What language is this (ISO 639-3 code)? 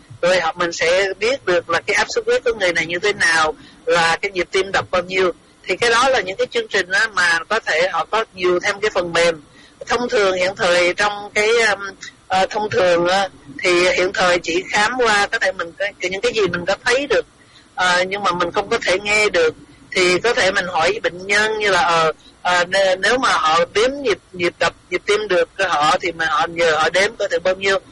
vie